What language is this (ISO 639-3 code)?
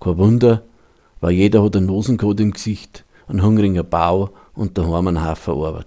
bar